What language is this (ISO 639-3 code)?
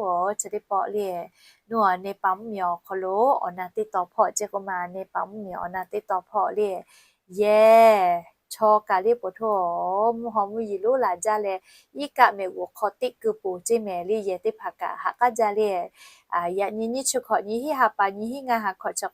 lhu